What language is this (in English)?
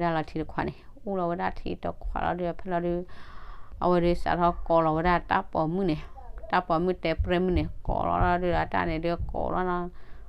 S'gaw Karen